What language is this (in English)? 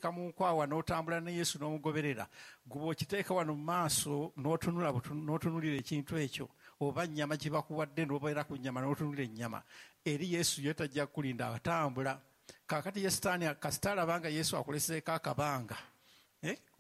Ganda